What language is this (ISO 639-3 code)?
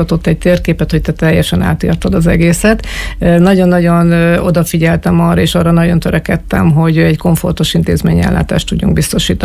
hun